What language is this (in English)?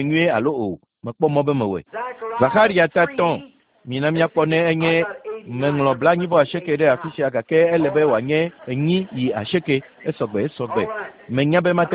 Ewe